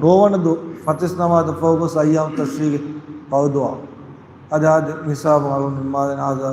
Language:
Divehi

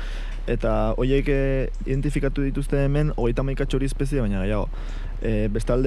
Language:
Basque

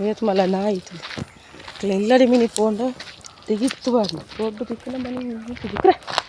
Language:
Tulu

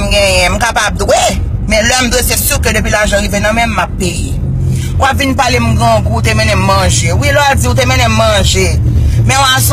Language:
Haitian Creole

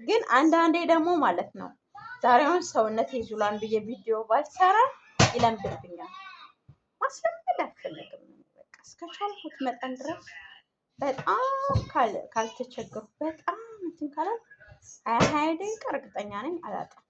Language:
Amharic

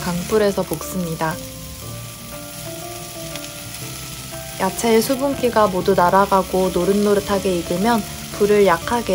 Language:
Korean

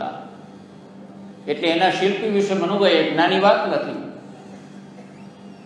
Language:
Gujarati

